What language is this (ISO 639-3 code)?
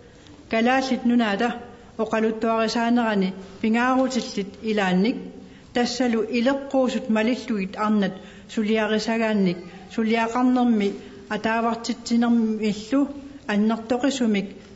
kal